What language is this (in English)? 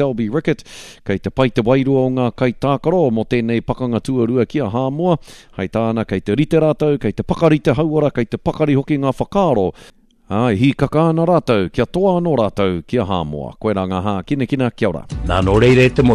Māori